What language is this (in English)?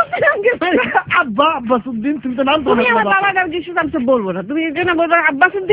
Bangla